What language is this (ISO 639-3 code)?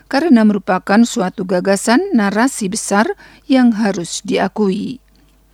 ind